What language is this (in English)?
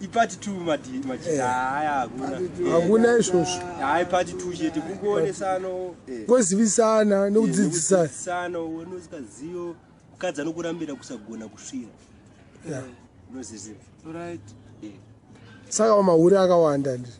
Shona